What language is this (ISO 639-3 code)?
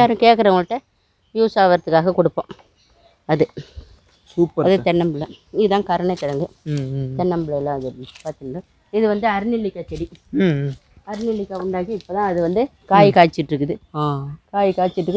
tam